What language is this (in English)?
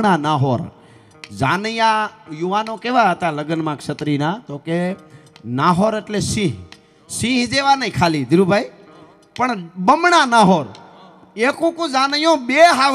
Gujarati